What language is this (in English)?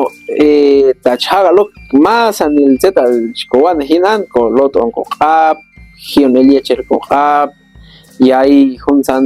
Q'anjob'al